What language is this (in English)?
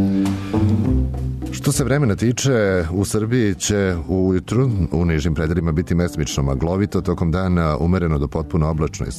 Serbian